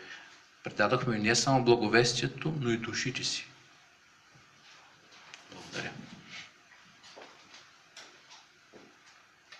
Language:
Bulgarian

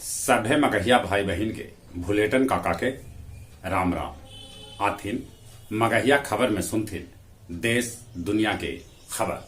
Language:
Magahi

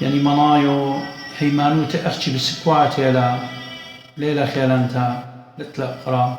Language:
Assyrian Neo-Aramaic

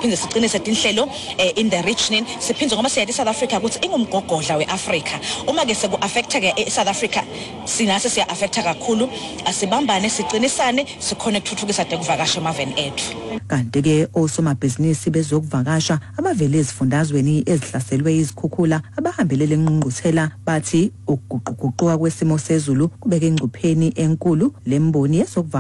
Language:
Xhosa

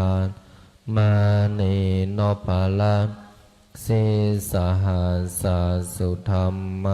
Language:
Pali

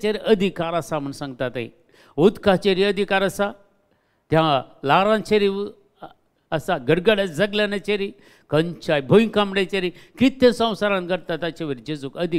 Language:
Konkani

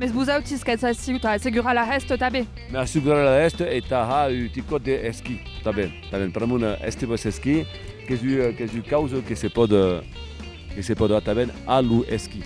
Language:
Occitan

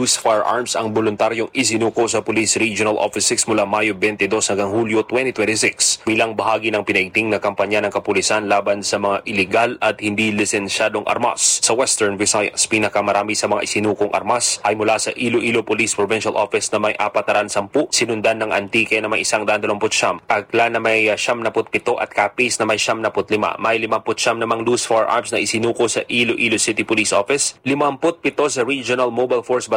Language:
Filipino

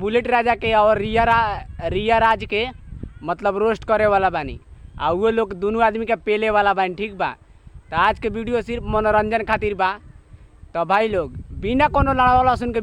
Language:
Bhojpuri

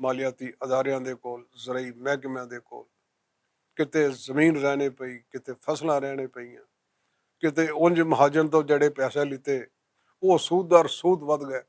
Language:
Western Panjabi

